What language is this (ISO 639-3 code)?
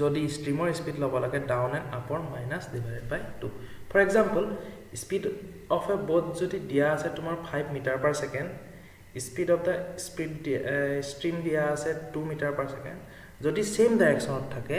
asm